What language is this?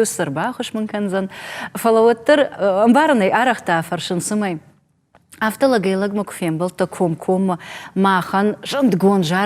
Ossetic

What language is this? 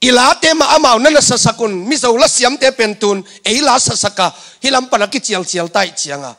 Tedim Chin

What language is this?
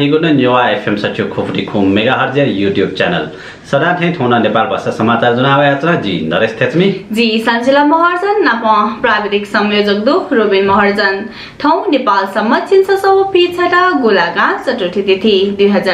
Newari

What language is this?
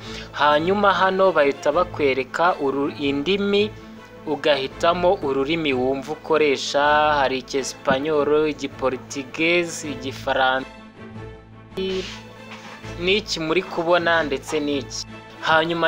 Kinyarwanda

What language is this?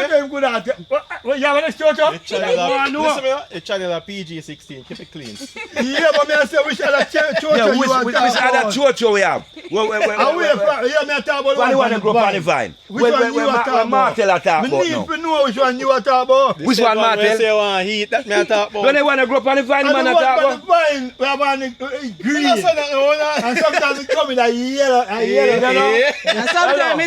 Jamaican Creole English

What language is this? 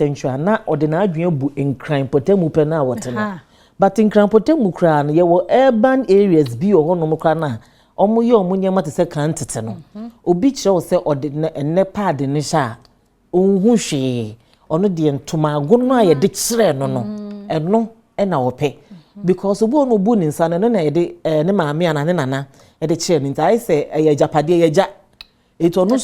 Akan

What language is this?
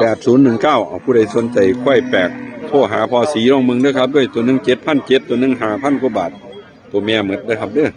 Northeastern Thai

